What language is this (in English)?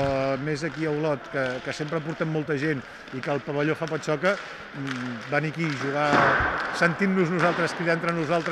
Catalan